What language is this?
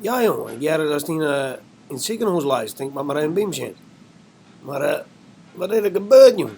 Western Frisian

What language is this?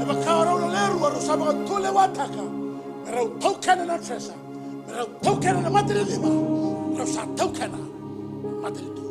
Fijian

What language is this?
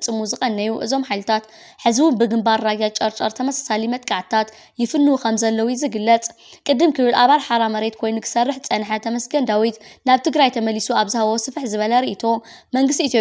Tigrinya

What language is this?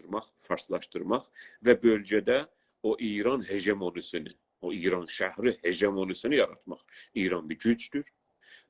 South Azerbaijani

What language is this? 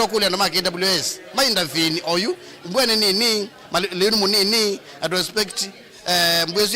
Kamba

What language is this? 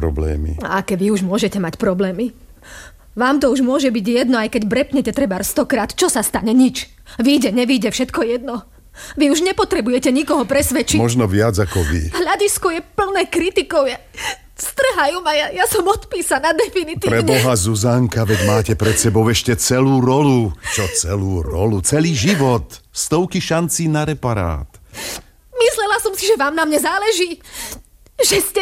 Slovak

